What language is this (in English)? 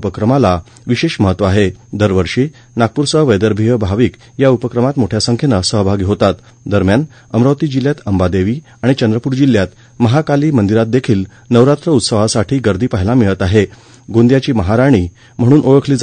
Marathi